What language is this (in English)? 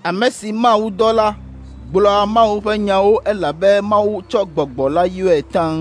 Ewe